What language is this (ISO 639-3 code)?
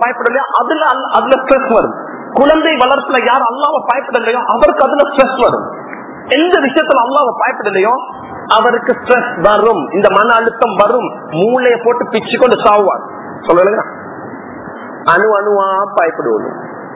tam